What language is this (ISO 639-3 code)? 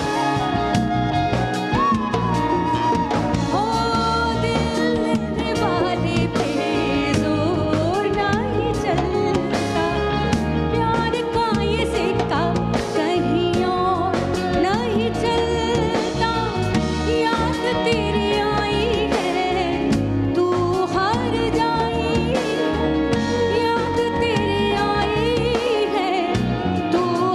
hin